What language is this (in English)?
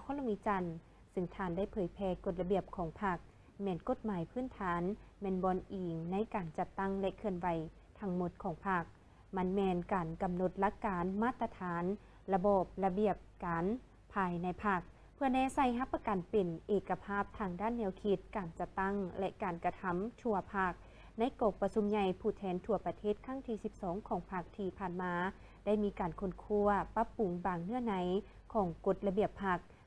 Lao